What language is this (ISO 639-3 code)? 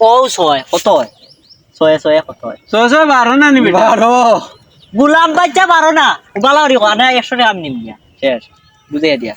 syl